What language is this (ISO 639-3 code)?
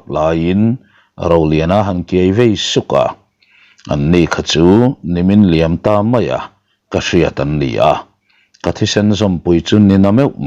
lus